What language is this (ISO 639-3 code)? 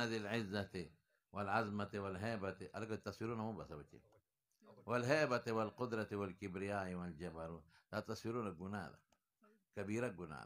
pus